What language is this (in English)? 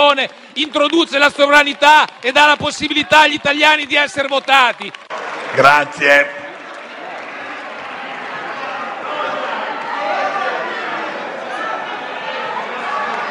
Italian